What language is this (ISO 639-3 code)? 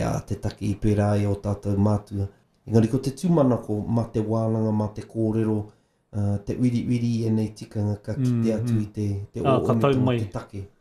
mri